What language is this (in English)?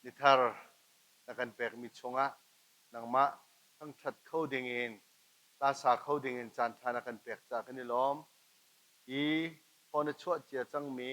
Hakha Chin